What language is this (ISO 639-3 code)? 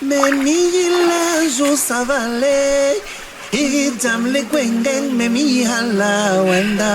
bas